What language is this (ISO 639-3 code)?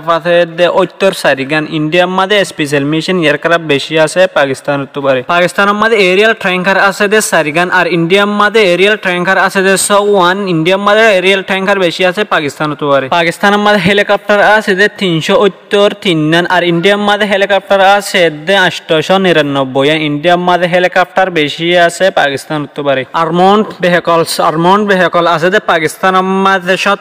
rhg